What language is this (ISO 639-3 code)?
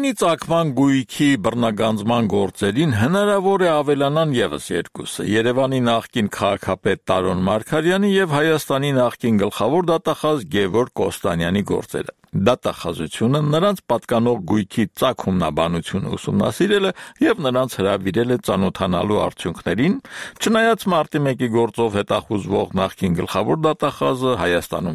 hye